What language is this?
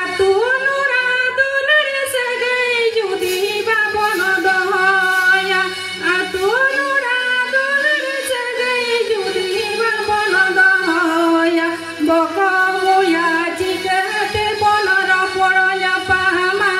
Santali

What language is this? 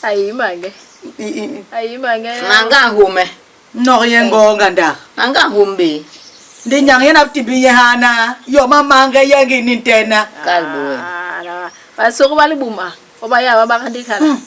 Basaa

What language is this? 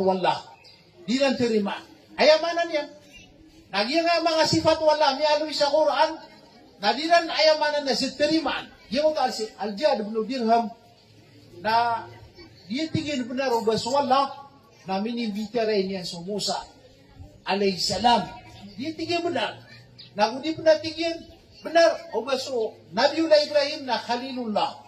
Maranao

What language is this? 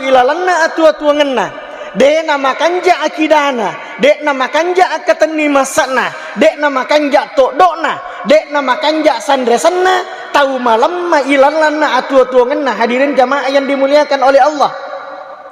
Buginese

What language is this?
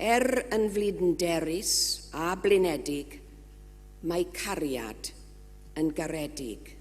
Welsh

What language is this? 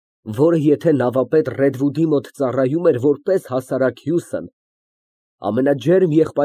Armenian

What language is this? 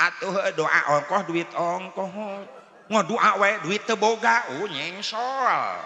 Sundanese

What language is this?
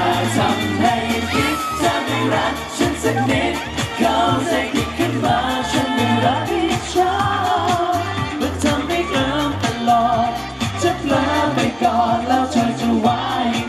Thai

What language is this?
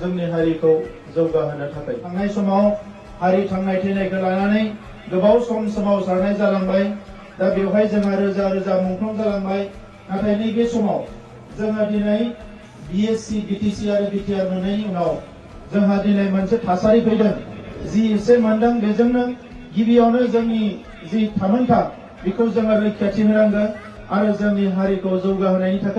Bodo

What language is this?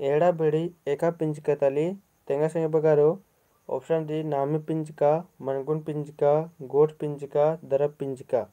Kurukh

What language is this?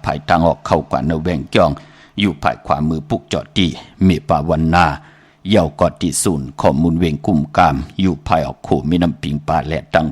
Shan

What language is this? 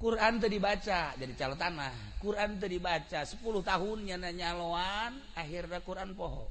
Sundanese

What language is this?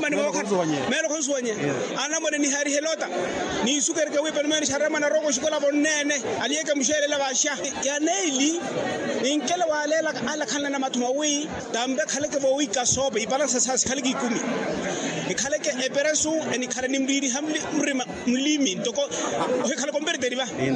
Makhuwa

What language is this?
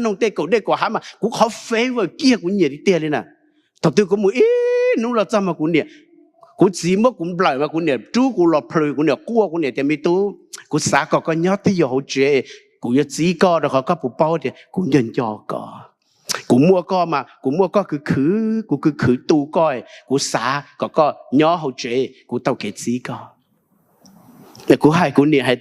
Hmong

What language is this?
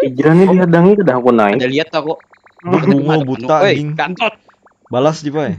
Banjar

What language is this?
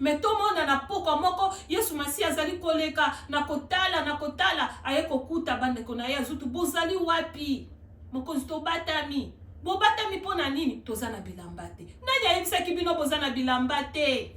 Lingala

